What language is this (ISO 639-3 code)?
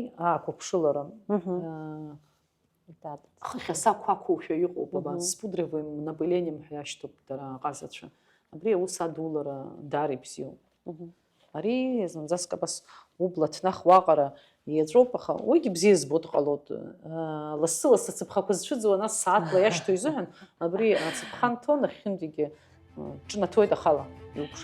abk